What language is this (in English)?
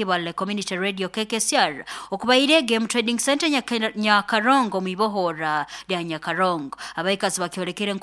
Nyankole